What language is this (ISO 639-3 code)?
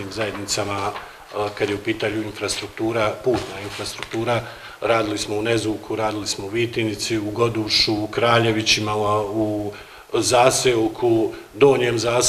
bos